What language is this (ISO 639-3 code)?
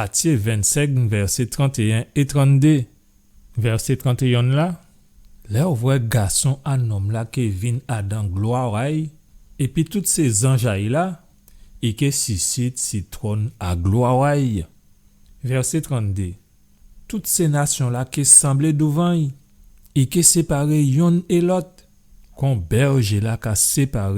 gcf